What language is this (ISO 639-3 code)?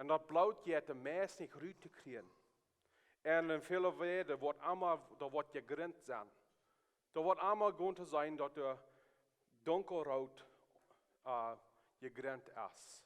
pdt